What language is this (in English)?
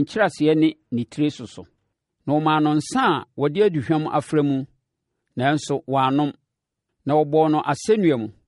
Akan